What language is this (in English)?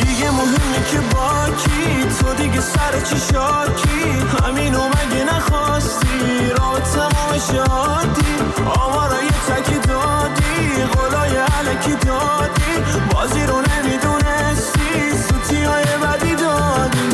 Persian